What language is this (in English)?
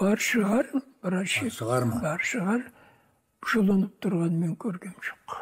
Kazakh